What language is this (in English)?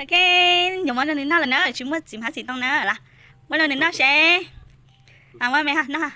Hmong